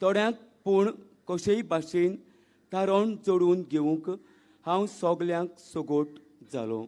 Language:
Konkani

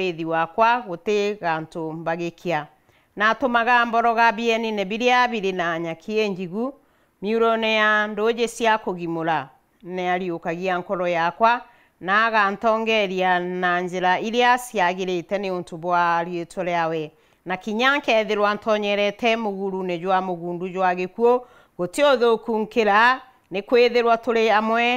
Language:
Meru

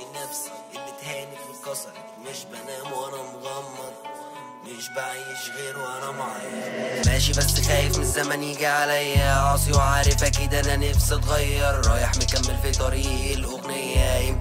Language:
Egyptian Arabic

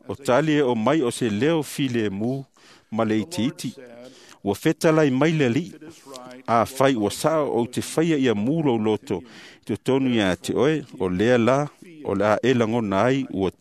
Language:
Samoan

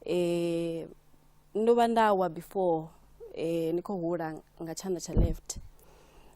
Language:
Venda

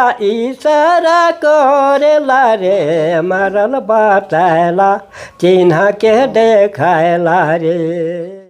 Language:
Sadri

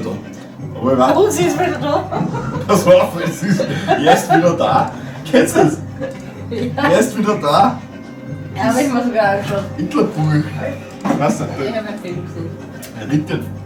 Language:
Bavarian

